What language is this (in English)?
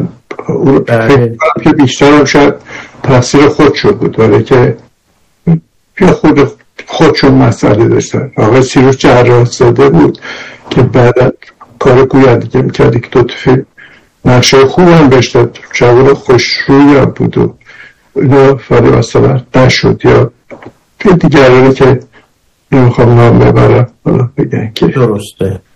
Persian